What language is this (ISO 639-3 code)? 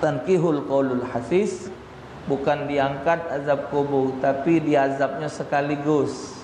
mui